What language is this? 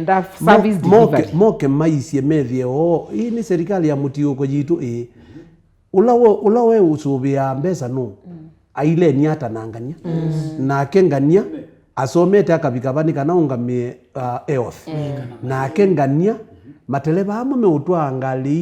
Kamba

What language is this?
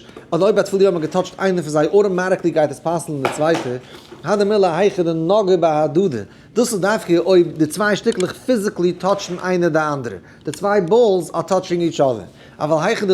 Yiddish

